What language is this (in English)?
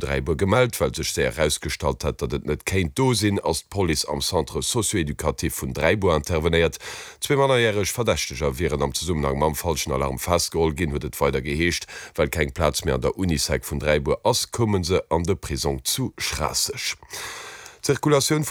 Luxembourgish